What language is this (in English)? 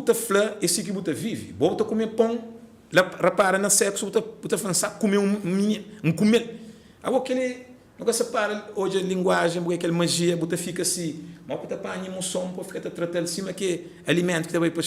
Kabuverdianu